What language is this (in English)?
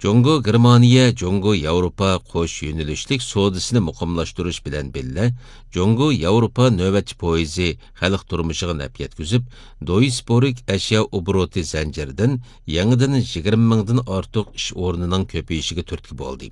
Uyghur